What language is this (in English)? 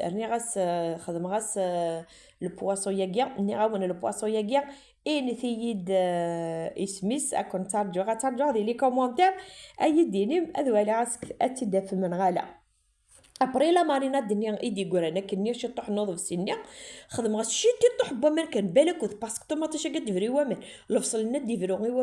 Kabyle